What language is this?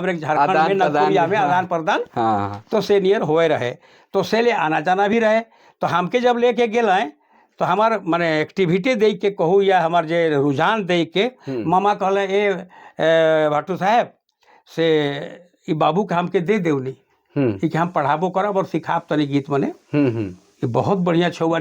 Sadri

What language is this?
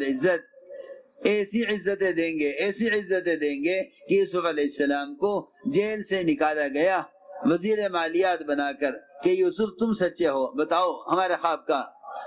Urdu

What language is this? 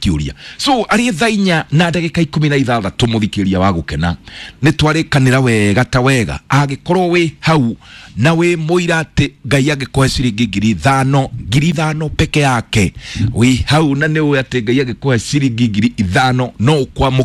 Kikuyu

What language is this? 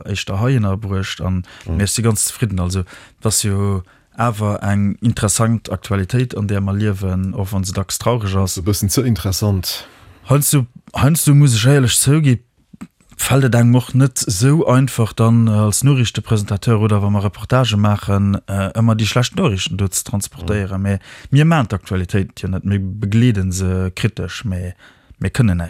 Luxembourgish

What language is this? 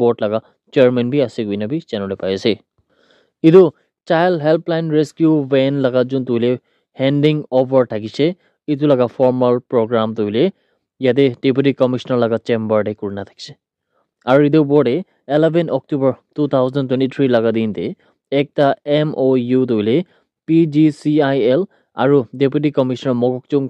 Naga Pidgin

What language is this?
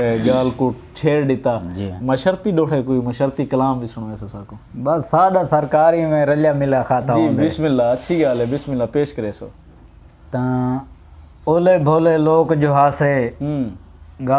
Saraiki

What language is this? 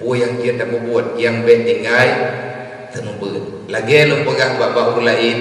Achinese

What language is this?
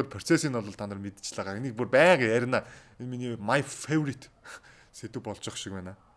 Mongolian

